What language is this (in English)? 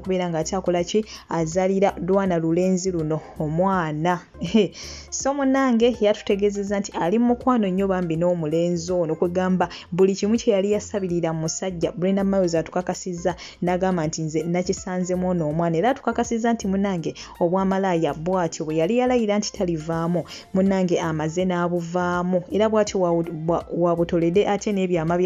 Ganda